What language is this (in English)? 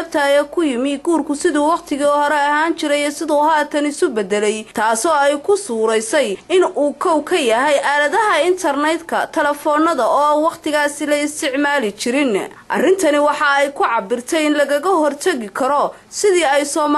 Somali